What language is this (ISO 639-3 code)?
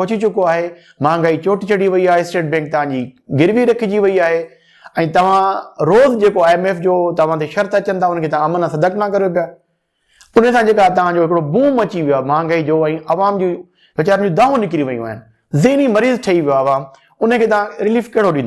snd